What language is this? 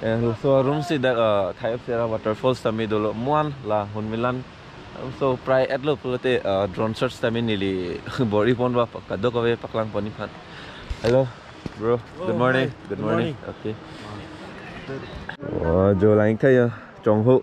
Karbi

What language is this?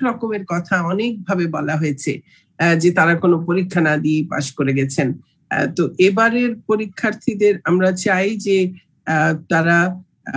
Bangla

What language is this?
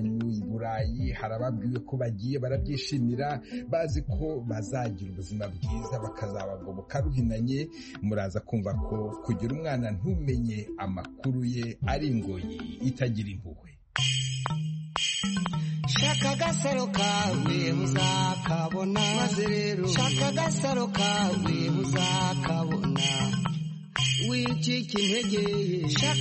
Kinyarwanda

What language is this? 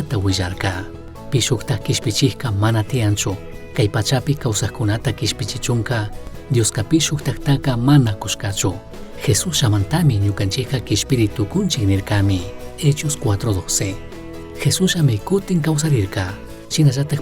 Chimborazo Highland Quichua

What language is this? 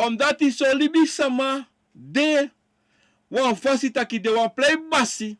Sranan Tongo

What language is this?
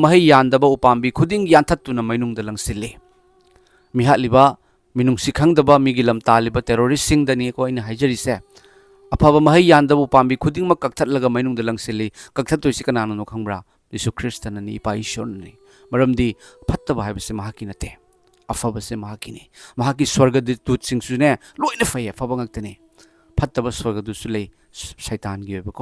Manipuri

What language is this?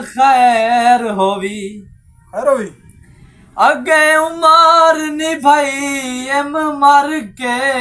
Saraiki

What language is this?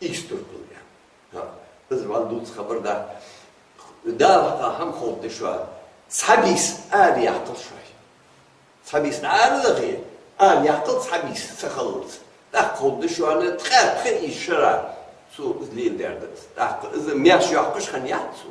Ingush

